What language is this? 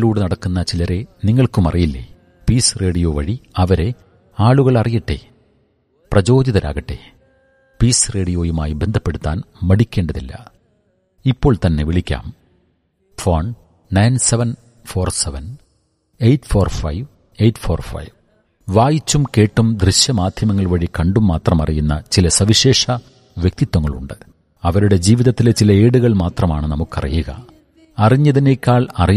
Malayalam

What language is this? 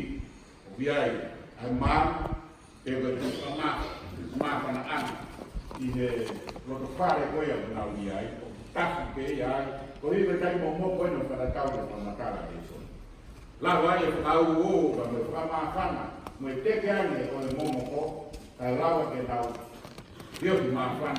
Tongan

